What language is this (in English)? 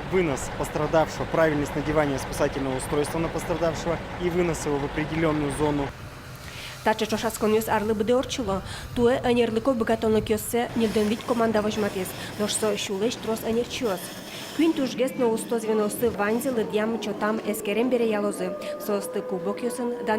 Udmurt